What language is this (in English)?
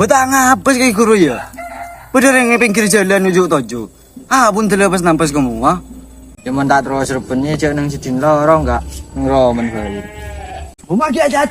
Madurese